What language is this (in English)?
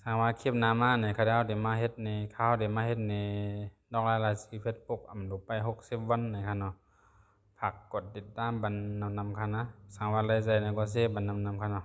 Shan